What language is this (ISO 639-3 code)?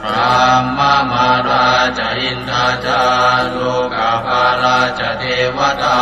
pli